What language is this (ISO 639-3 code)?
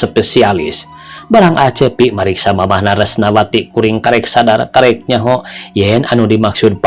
sun